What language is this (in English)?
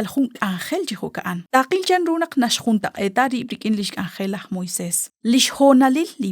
Kekchí